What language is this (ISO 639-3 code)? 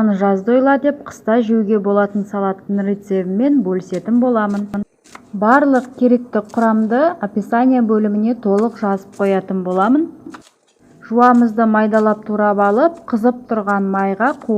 kaz